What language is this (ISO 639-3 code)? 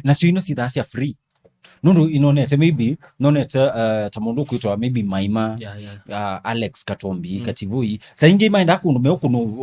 kam